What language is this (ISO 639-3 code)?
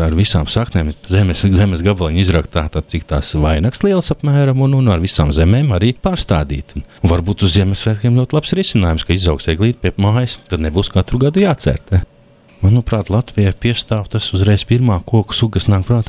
lav